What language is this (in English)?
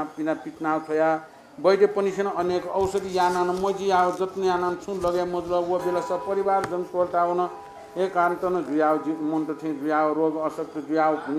Newari